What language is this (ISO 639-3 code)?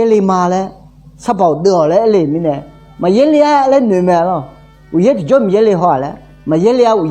ahk